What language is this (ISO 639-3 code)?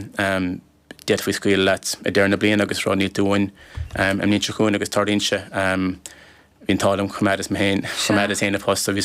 gle